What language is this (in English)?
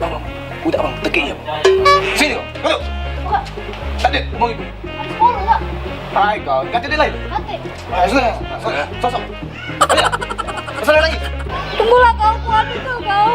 Musi